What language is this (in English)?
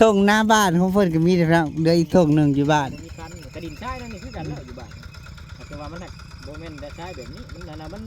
Northeastern Thai